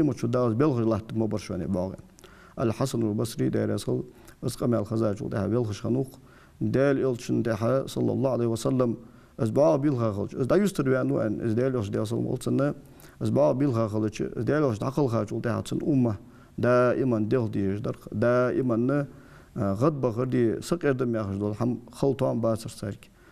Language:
Ingush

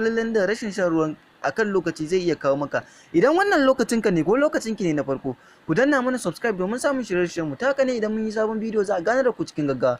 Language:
Hausa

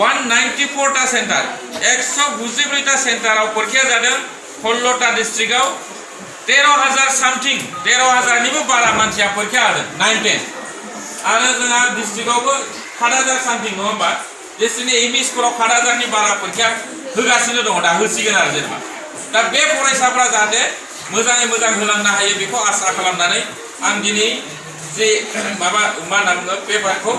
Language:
Bodo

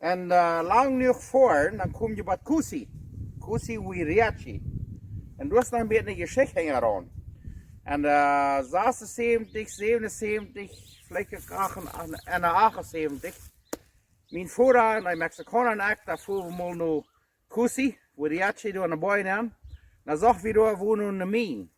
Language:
Plautdietsch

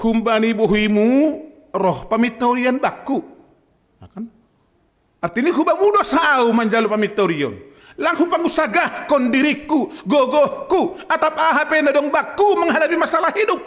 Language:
Batak Simalungun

